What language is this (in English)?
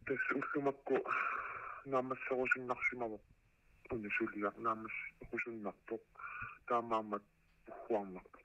Kalaallisut